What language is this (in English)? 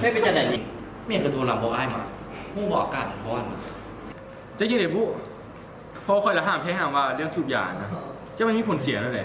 Lao